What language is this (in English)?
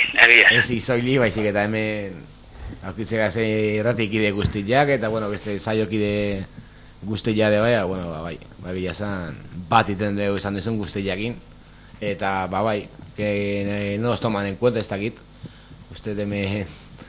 Basque